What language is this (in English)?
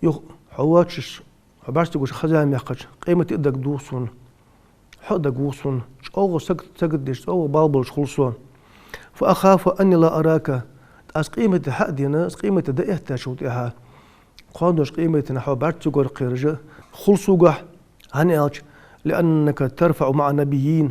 Ingush